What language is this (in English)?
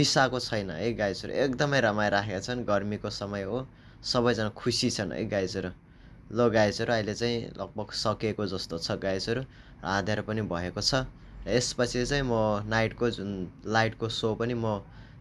Nepali